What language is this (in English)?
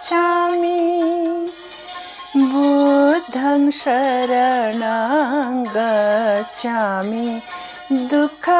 Newari